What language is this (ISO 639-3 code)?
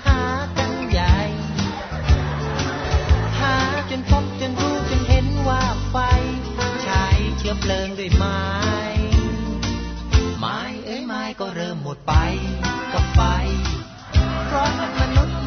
tha